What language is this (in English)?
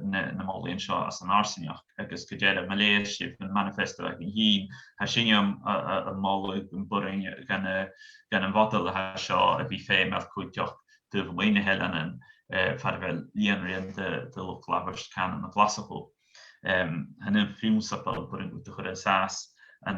Scottish Gaelic